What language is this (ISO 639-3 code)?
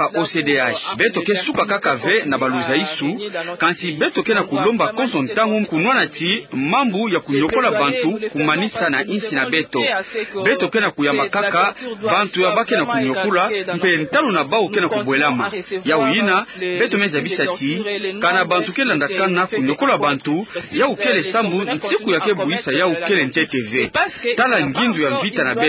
ktu